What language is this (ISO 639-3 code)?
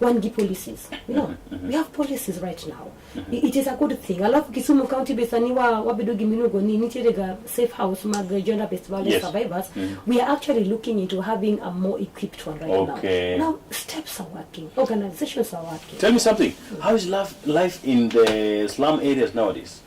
luo